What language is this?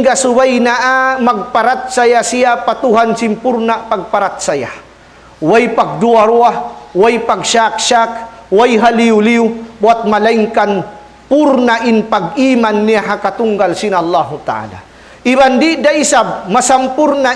Tausug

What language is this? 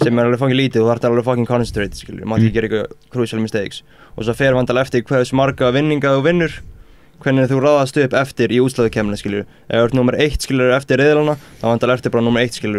Icelandic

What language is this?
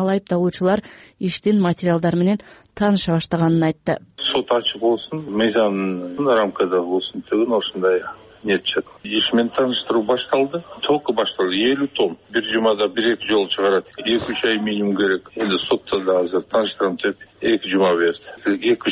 Kyrgyz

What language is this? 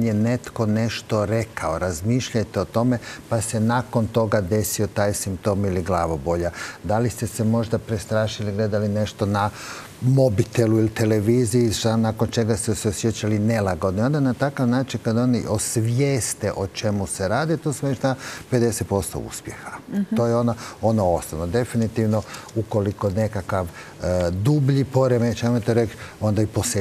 Croatian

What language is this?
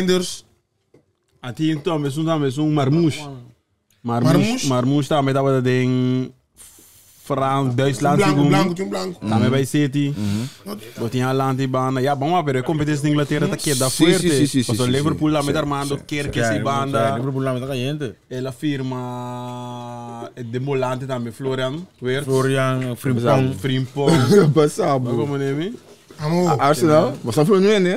Papiamento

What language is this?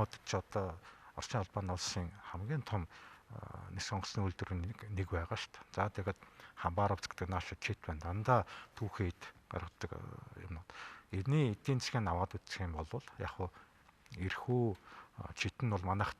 Mongolian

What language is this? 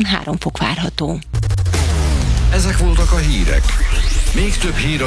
Hungarian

